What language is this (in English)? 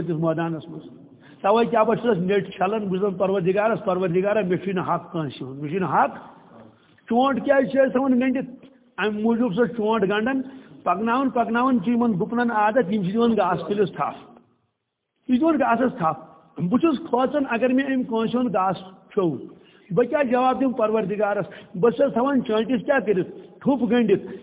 Kashmiri